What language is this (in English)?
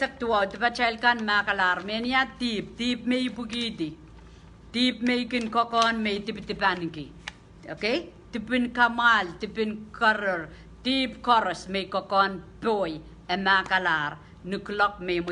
Pohnpeian